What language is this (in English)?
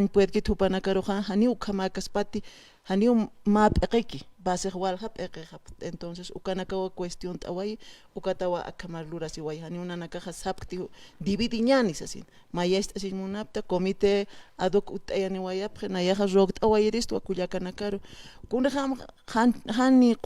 Aymara